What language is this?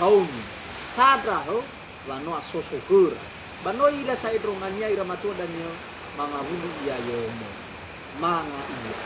Nias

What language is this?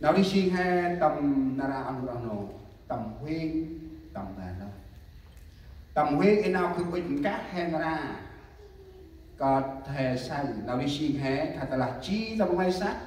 Central Mnong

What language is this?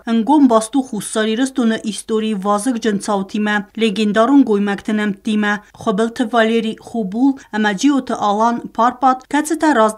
Ossetic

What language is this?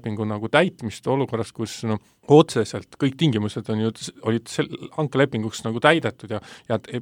Estonian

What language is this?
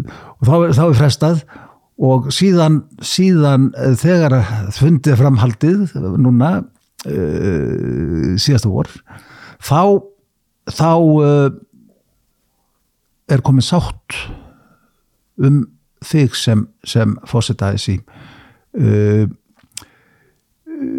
Icelandic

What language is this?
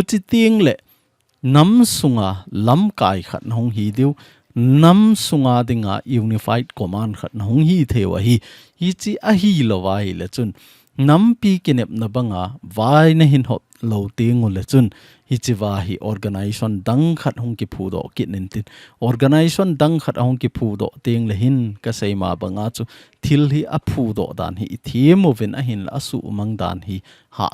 Thado Chin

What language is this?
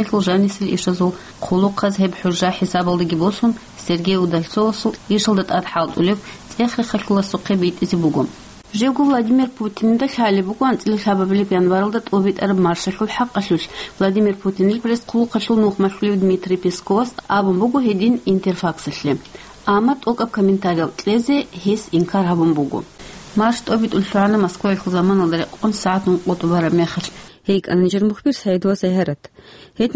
Avaric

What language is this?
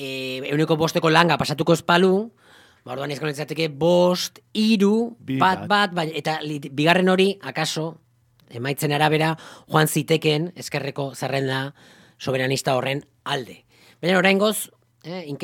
Basque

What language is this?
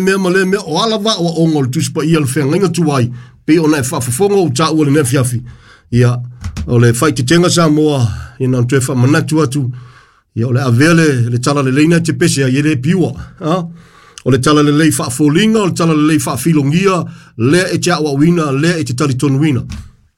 Samoan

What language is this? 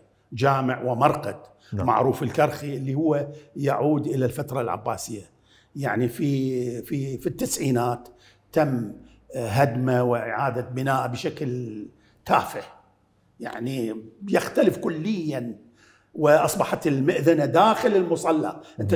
Mesopotamian Arabic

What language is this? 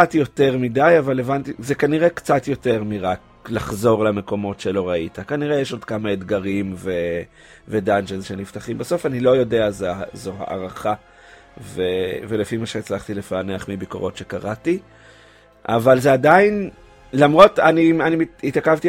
Hebrew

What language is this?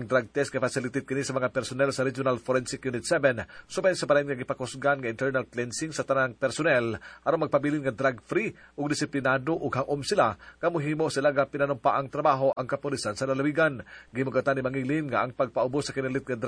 Cebuano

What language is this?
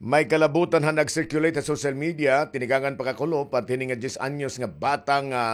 Waray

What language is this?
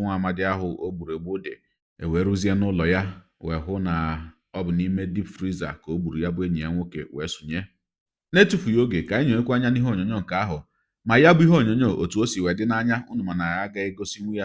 Igbo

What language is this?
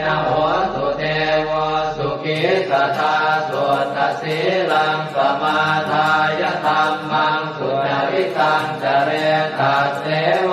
Pali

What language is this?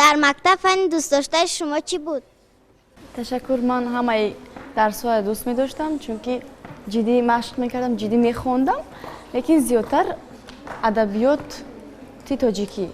Tajik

